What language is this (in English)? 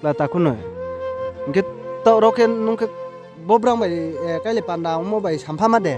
Riang (India)